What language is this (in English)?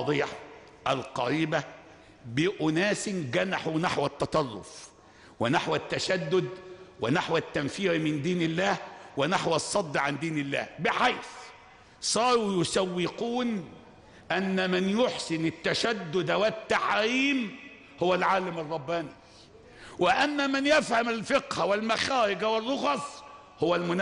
Arabic